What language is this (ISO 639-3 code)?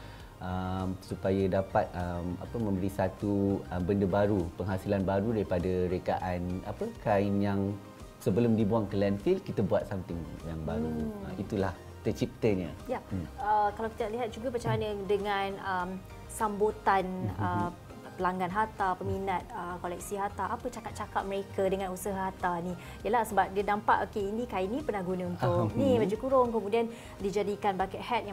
msa